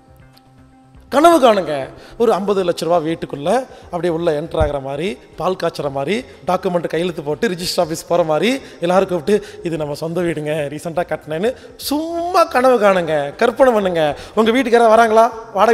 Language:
Tamil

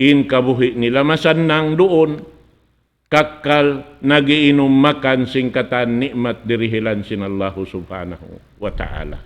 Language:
Tausug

